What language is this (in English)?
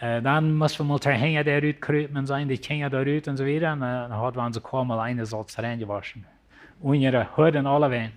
Plautdietsch